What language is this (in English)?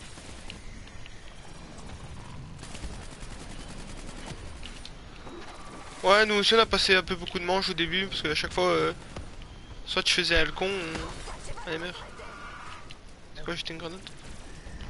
French